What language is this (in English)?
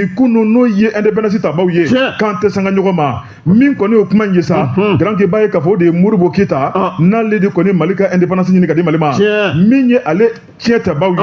Bambara